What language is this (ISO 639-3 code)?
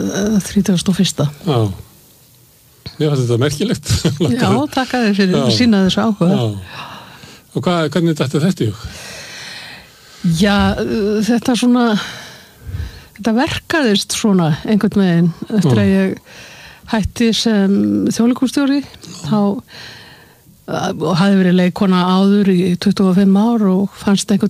isl